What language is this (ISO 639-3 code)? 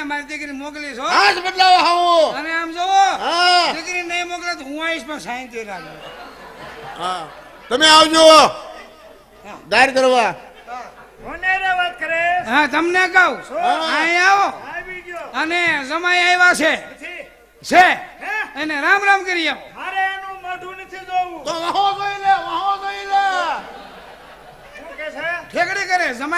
guj